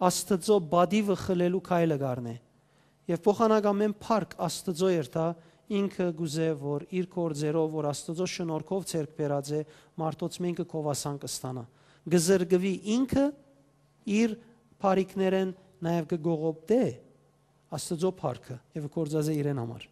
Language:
Western Armenian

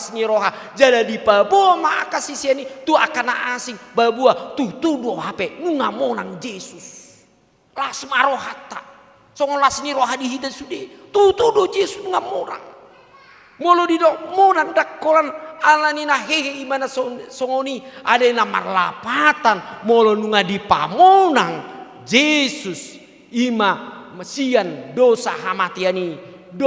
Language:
Batak Toba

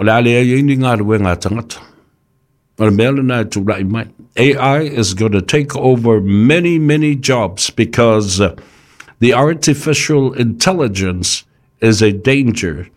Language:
Samoan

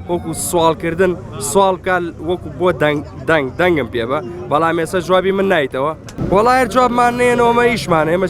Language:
Central Kurdish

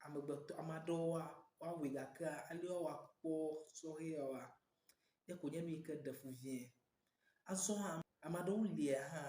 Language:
Ewe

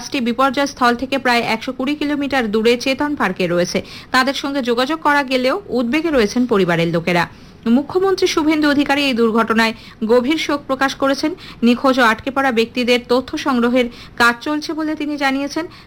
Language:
Bangla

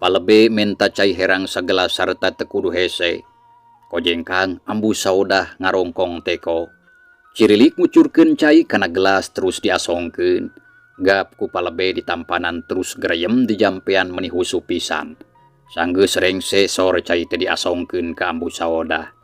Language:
Sundanese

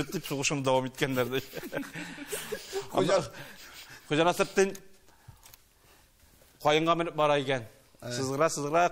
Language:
Tatar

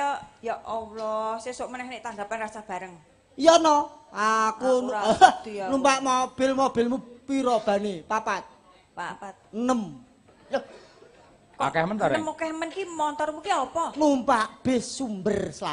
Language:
Javanese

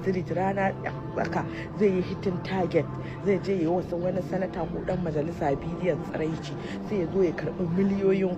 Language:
Hausa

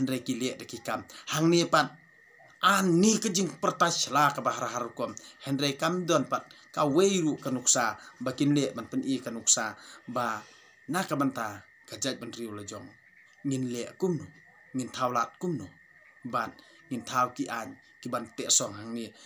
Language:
Khasi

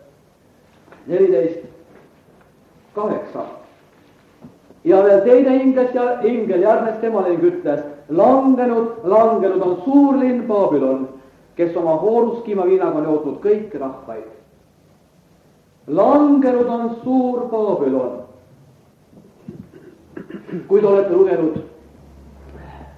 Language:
Estonian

